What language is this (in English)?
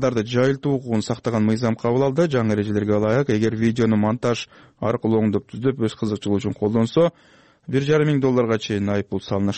Kyrgyz